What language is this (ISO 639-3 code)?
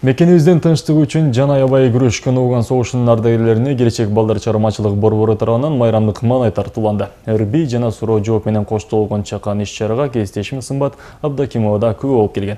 kir